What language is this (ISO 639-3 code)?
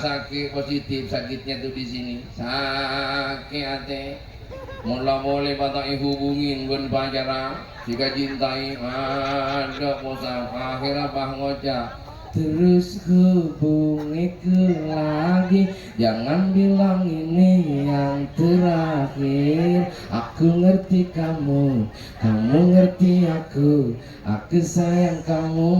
mad